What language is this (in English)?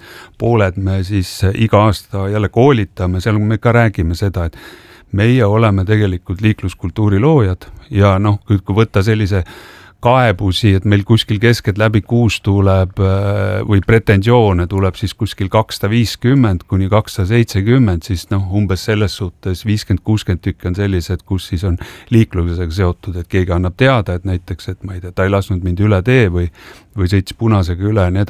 Estonian